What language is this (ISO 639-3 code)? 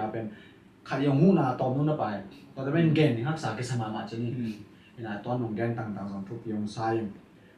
ctd